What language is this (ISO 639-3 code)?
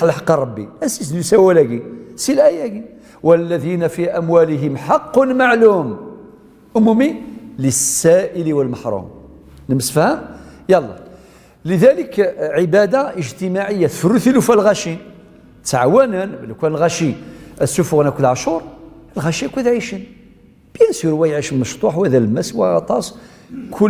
kab